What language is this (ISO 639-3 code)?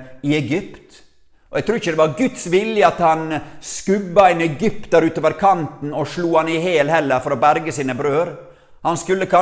nor